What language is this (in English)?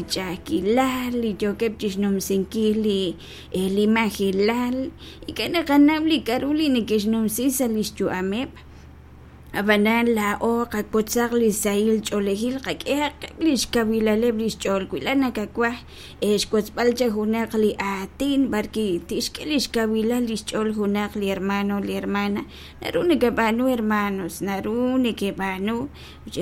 Kekchí